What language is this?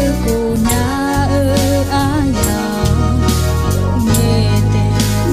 Akha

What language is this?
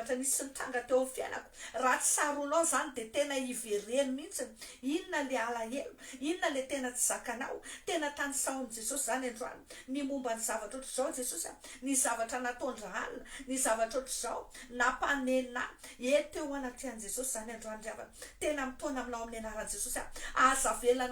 Malagasy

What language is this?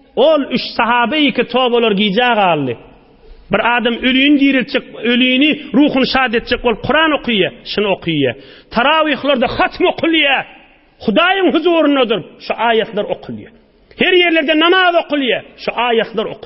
Turkmen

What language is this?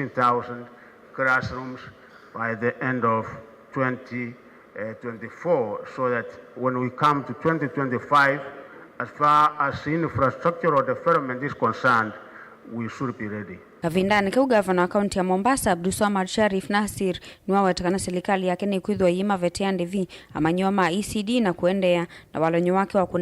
Kamba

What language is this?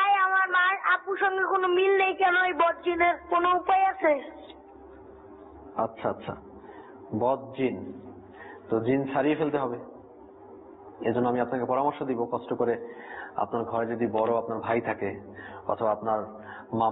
Bangla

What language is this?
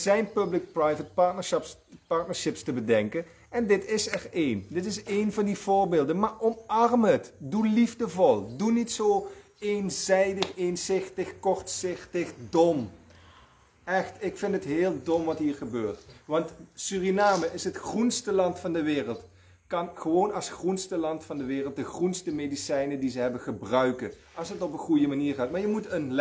Dutch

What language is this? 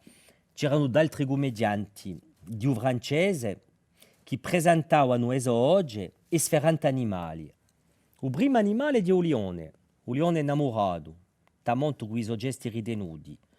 Corsican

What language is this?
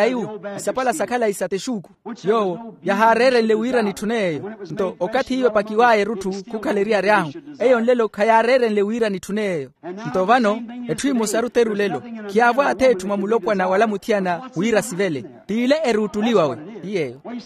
Makhuwa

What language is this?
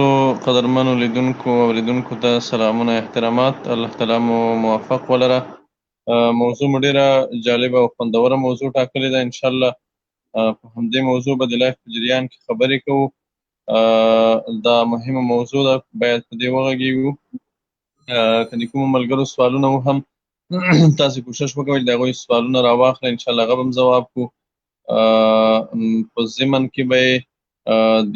Pashto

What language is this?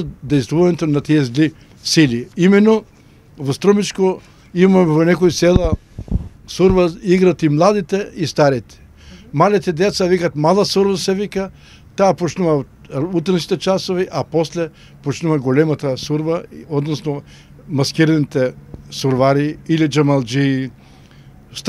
Macedonian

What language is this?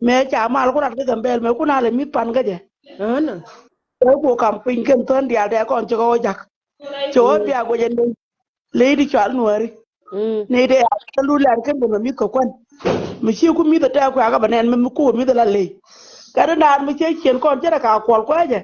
Nuer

